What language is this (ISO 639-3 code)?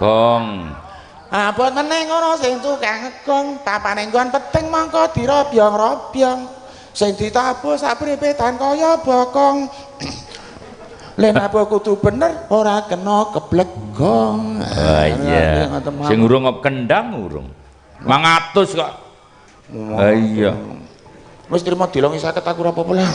jav